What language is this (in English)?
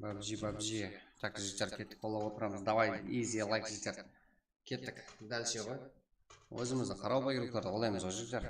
Kara-Kalpak